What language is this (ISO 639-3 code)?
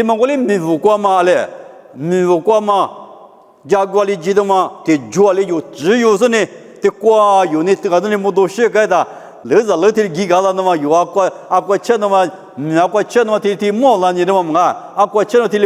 lis